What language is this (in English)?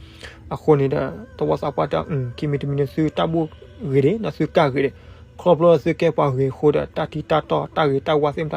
S'gaw Karen